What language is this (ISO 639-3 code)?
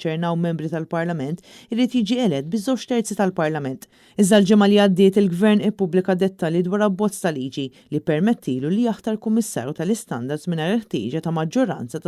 mlt